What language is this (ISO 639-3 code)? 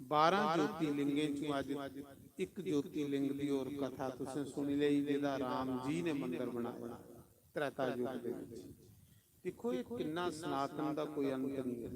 doi